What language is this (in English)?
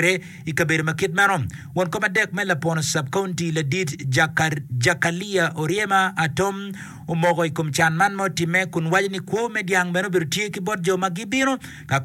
Acoli